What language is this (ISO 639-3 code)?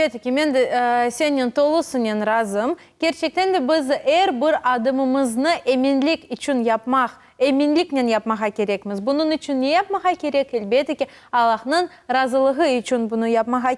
crh